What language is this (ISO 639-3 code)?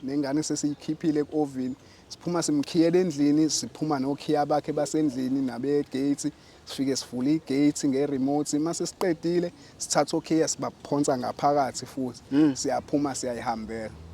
zul